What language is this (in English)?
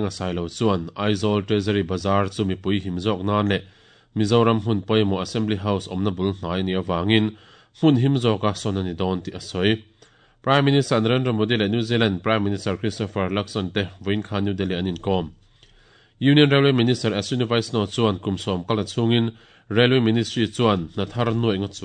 Mizo